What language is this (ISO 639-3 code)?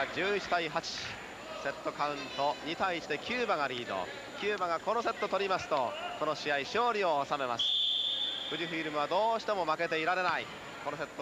jpn